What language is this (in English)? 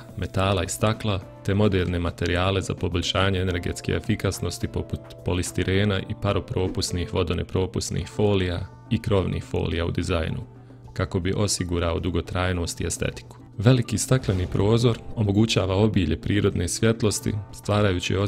Bosnian